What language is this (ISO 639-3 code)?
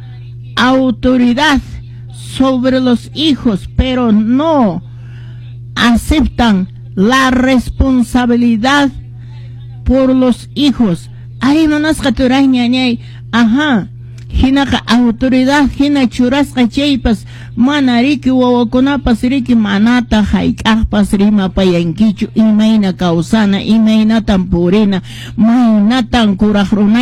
que